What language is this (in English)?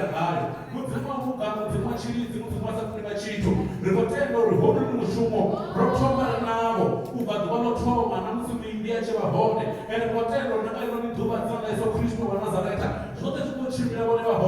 Venda